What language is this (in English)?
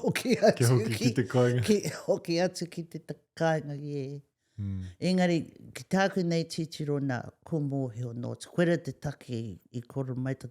Māori